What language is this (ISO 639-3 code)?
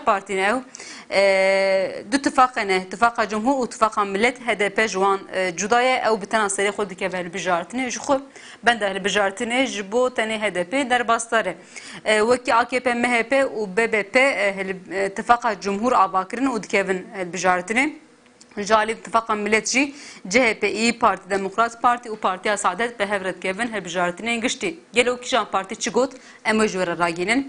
kur